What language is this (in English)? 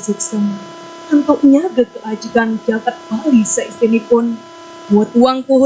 Balinese